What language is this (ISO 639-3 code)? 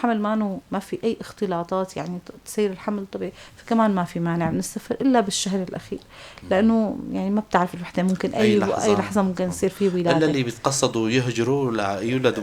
apc